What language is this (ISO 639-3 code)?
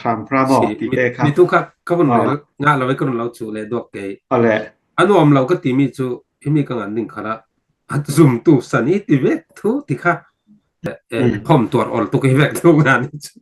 cfm